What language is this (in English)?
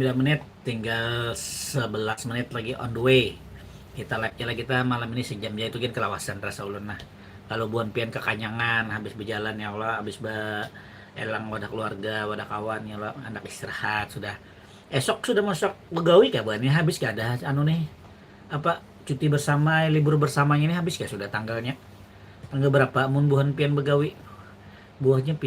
Banjar